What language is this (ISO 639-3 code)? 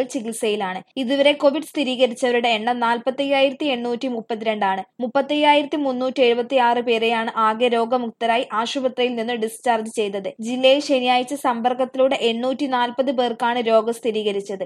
mal